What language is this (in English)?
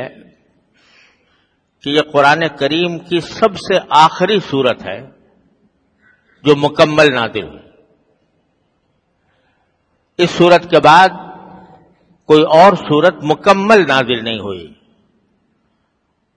Urdu